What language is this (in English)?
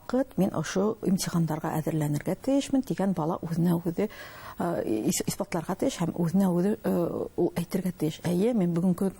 Bashkir